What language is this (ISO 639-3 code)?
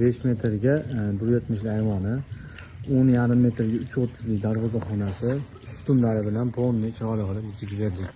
uzb